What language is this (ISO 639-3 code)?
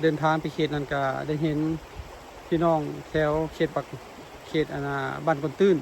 lao